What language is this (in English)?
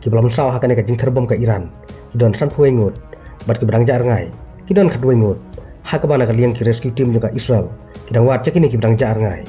Khasi